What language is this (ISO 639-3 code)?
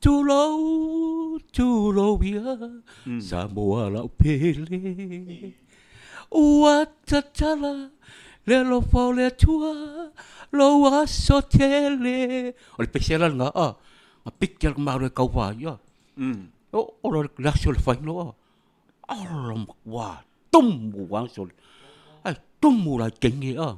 smo